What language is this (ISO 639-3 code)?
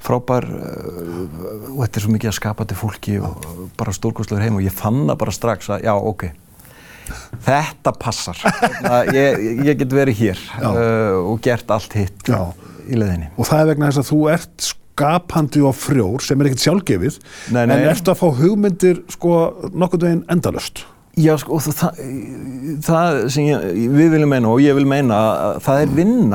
isl